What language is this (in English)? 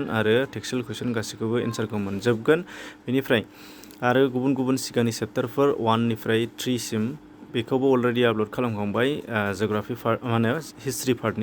Bodo